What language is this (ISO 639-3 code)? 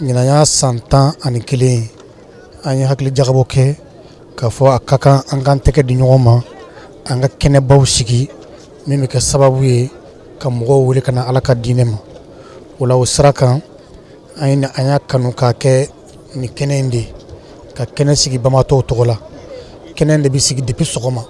bam